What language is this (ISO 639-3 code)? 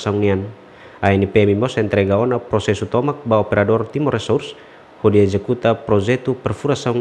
tet